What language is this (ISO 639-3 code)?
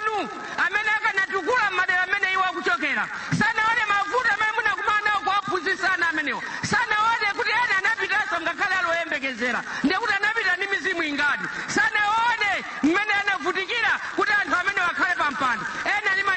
nya